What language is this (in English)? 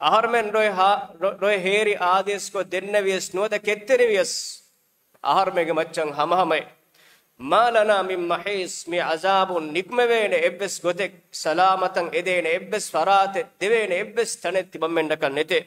Divehi